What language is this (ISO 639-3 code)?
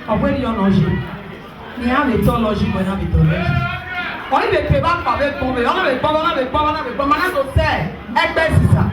bin